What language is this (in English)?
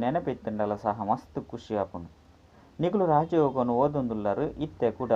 Tulu